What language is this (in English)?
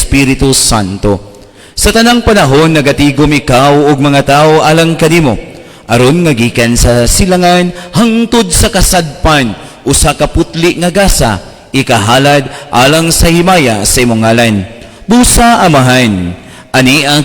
Cebuano